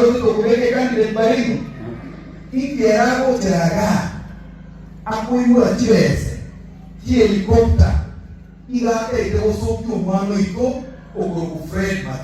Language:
Gusii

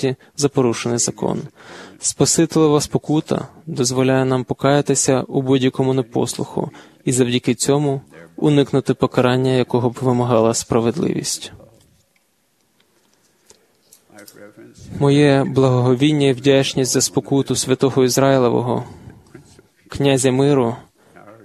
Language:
Ukrainian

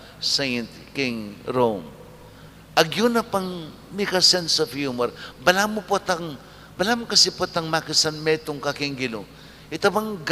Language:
Pampanga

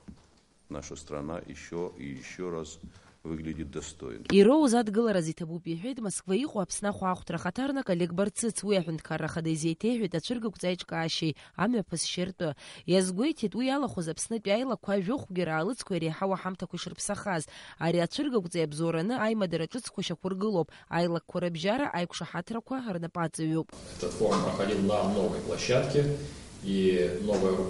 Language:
Abkhazian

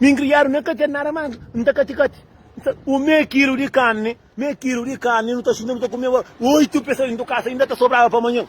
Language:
Kabuverdianu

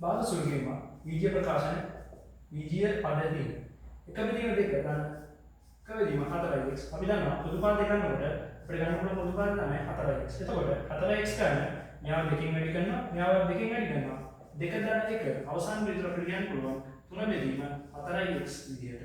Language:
Sinhala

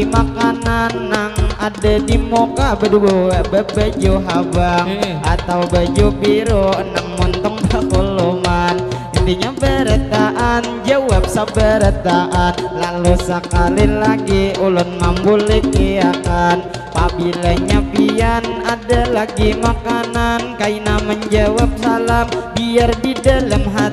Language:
Banjar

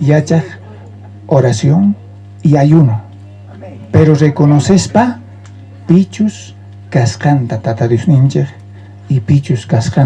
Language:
South Bolivian Quechua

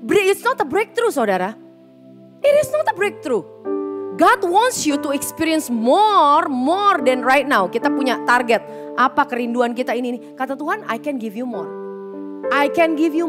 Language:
Indonesian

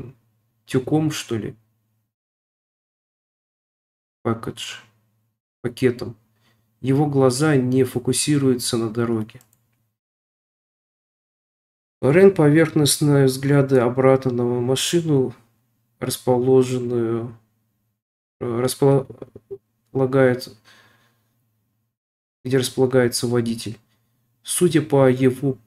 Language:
Russian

